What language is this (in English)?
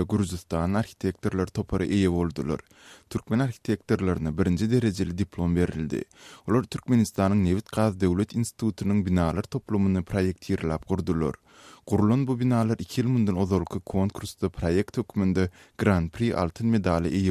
Kyrgyz